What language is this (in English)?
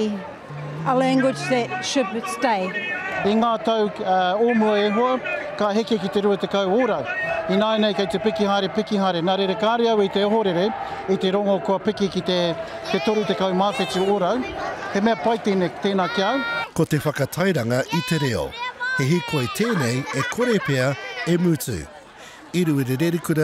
Māori